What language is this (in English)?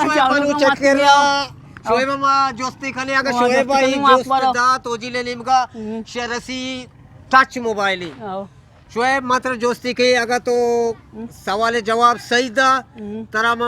Eastern Balochi